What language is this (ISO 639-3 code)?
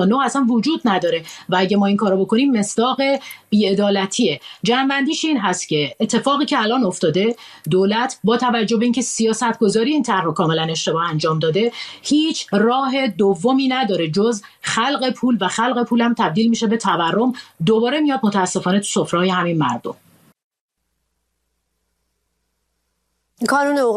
fas